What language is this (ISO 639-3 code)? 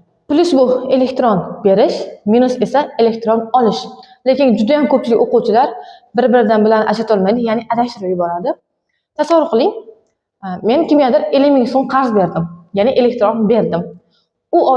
uzb